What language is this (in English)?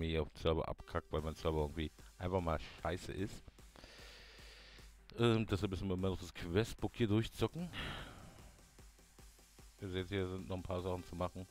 German